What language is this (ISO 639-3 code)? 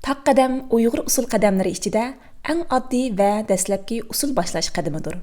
uig